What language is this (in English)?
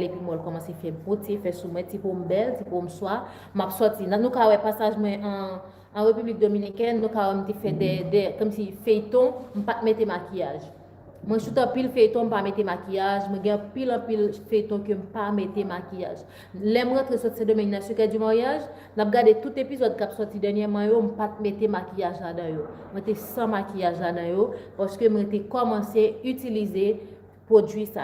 Haitian Creole